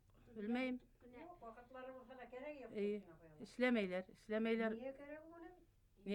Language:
Bashkir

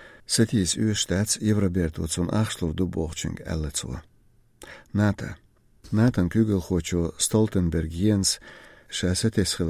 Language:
Chechen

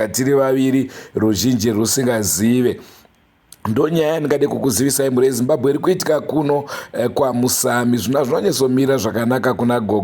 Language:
Shona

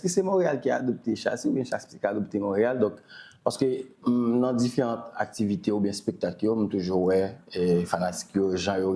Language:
Haitian Creole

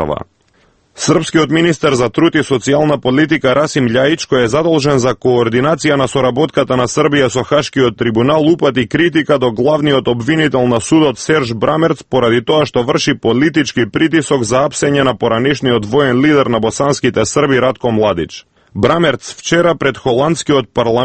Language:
Macedonian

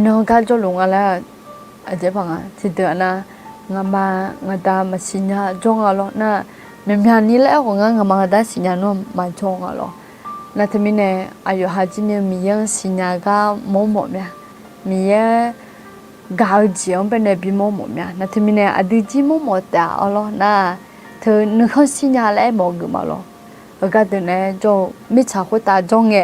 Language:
Akha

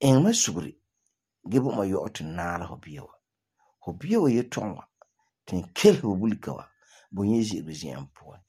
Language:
Frafra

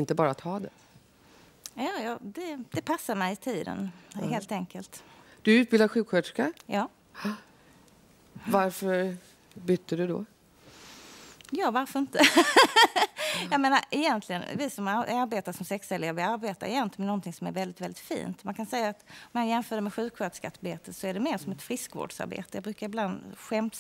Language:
Swedish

